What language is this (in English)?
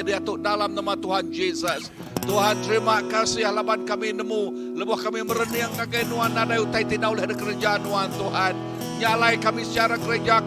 Iban